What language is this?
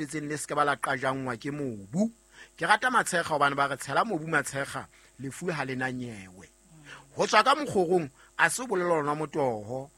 Southern Sotho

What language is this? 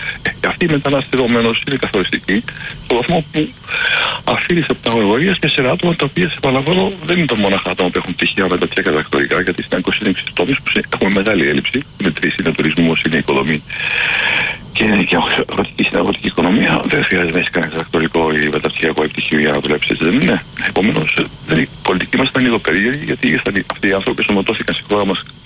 Greek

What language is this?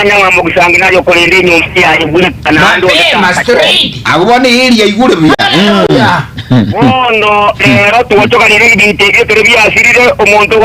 Gusii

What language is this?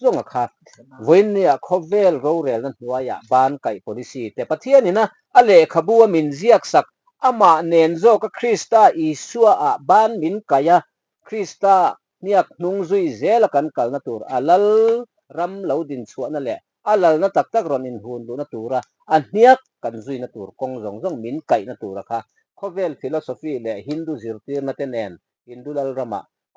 Mizo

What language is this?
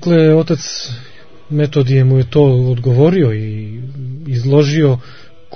Serbian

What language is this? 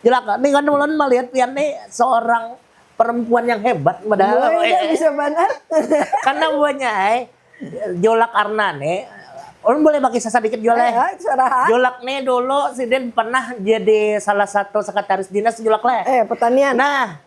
Banjar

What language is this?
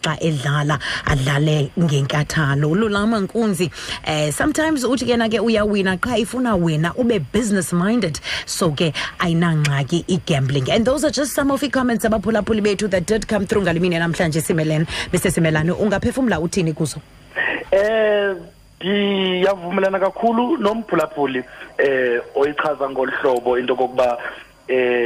Xhosa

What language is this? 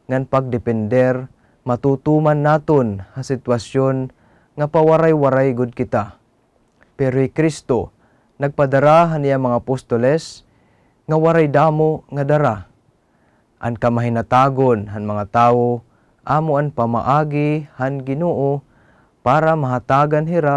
Waray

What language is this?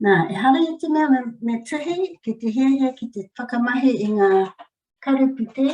Māori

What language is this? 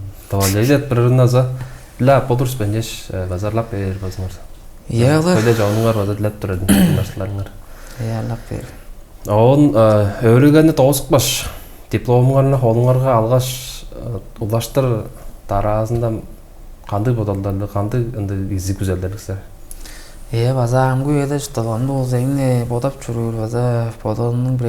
Tuvinian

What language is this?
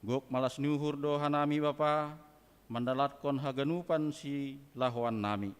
Batak Simalungun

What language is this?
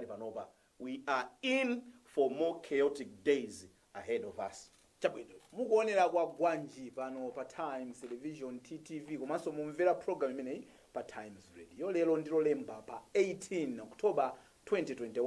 Nyanja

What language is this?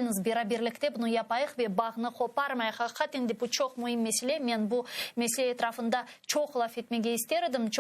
Crimean Tatar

